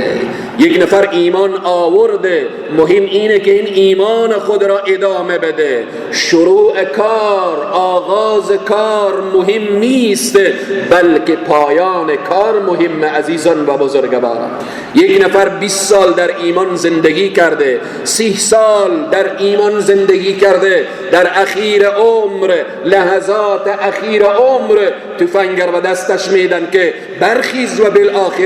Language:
Persian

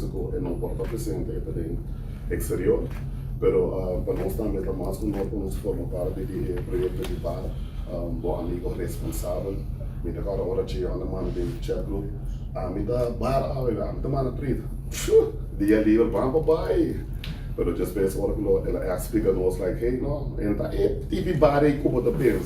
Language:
Papiamento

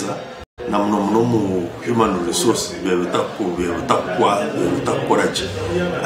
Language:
Nyankole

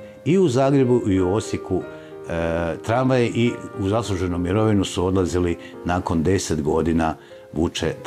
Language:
Croatian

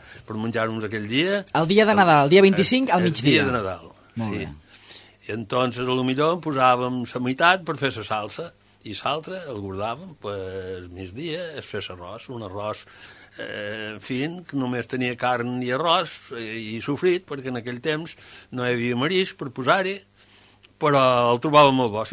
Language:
Catalan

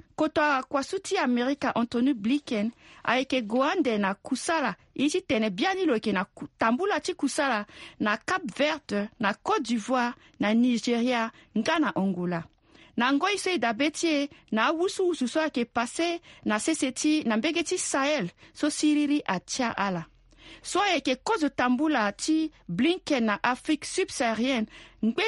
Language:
Sango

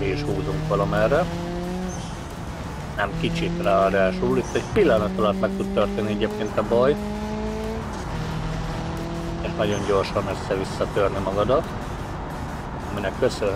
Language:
Hungarian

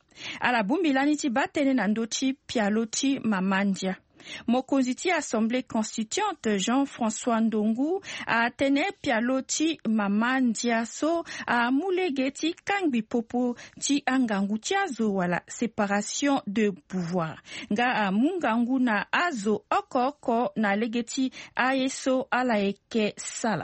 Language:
Sango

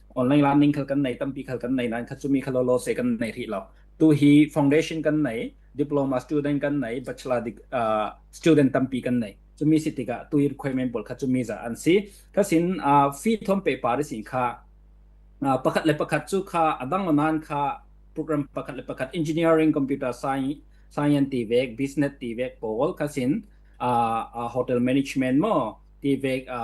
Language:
Falam Chin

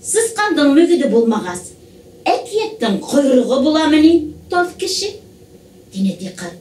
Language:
Bashkir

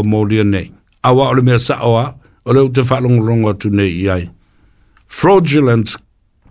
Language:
Samoan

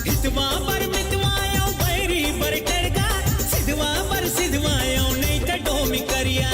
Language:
Chhattisgarhi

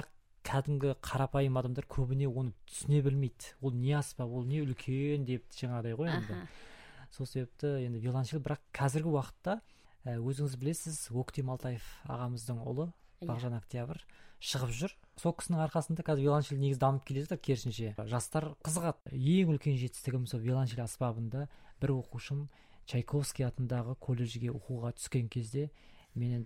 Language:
Kazakh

